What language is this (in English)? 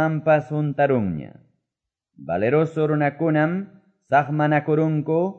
Quechua